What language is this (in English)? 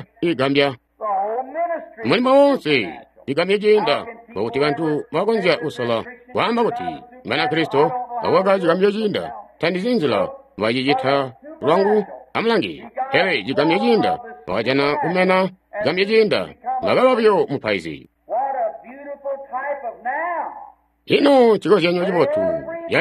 Tonga (Zambia)